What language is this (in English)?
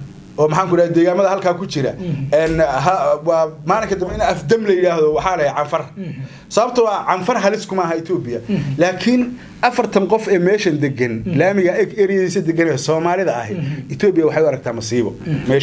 Somali